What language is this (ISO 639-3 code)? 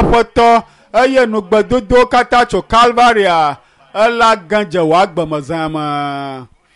ewe